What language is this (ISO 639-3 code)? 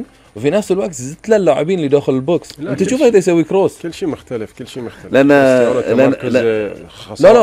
afb